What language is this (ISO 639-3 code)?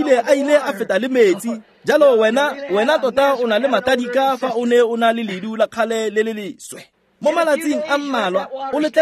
tsn